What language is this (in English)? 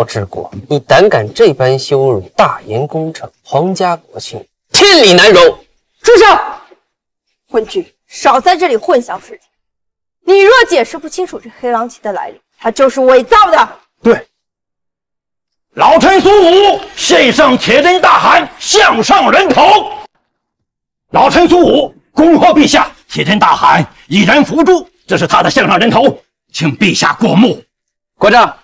Chinese